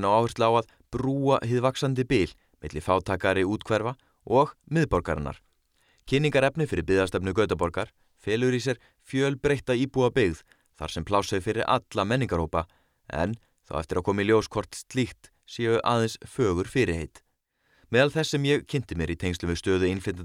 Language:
Icelandic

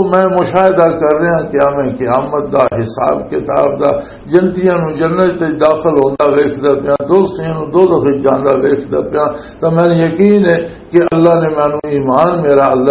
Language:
Western Panjabi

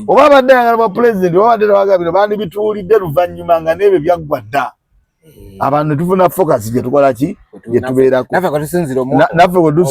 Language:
Ganda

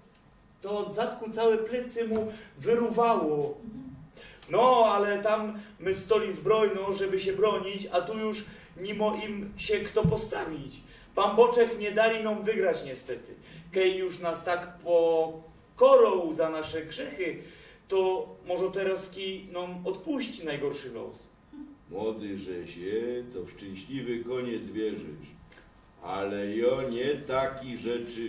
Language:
Silesian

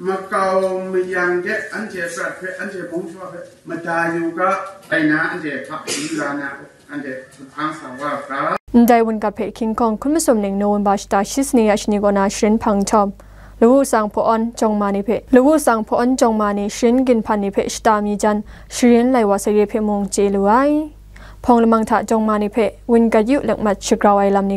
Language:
Kachin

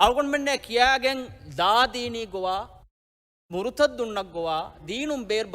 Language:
Divehi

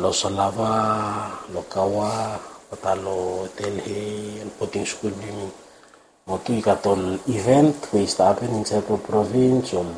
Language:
Bislama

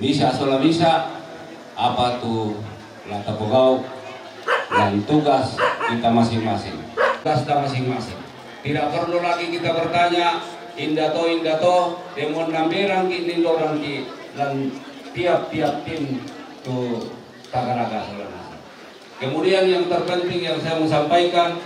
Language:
Toraja-Sa'dan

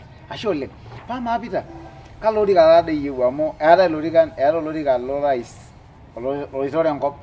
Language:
Masai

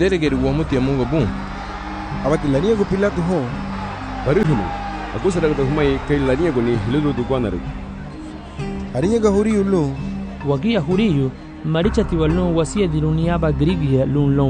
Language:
Garifuna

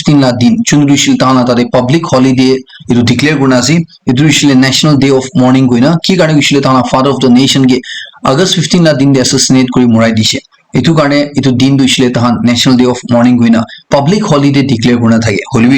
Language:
Naga Pidgin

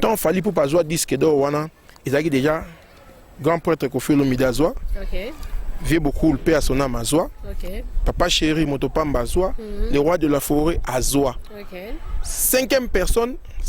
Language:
Lingala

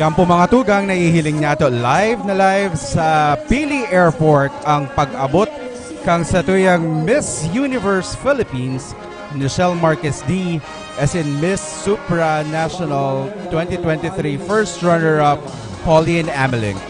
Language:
Bikol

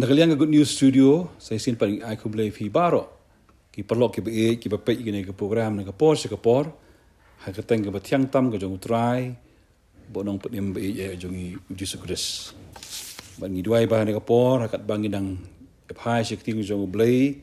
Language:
Khasi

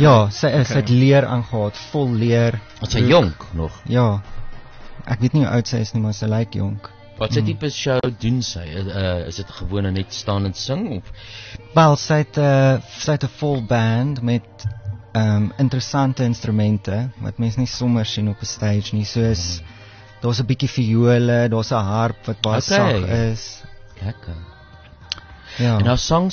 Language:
Afrikaans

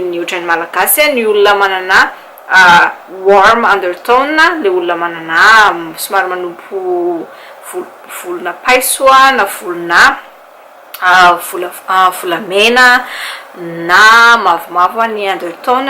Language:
Malagasy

